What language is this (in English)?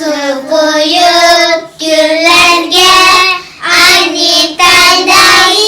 Uyghur